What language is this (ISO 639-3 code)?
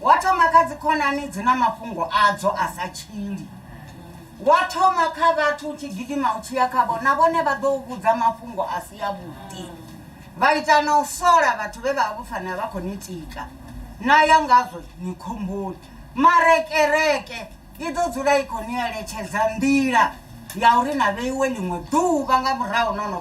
ven